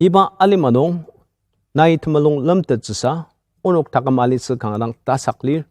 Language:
Ao Naga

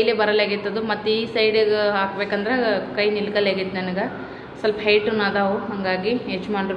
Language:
Kannada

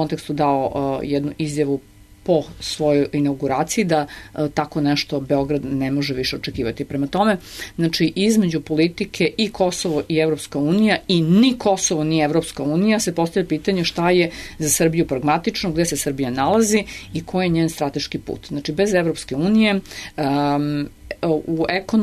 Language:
Serbian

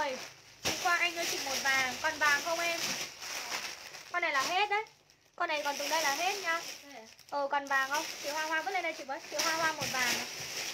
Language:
Vietnamese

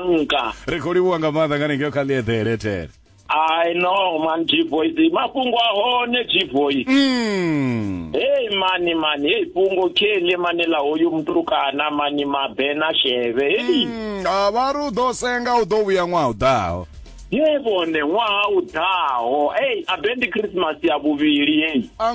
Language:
Venda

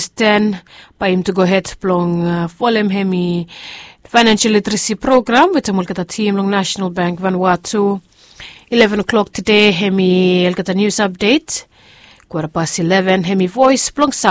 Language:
Bislama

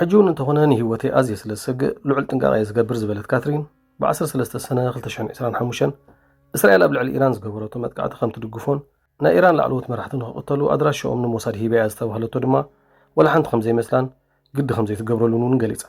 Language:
Tigrinya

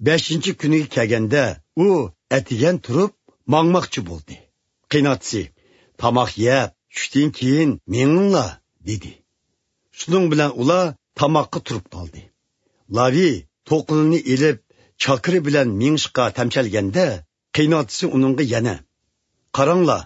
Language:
Uyghur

